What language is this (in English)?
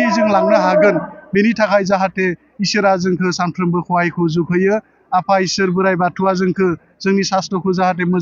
Bodo